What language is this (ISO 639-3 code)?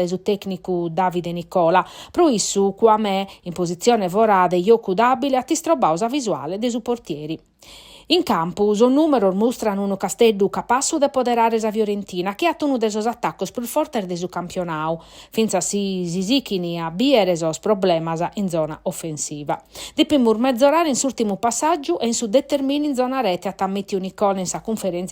srd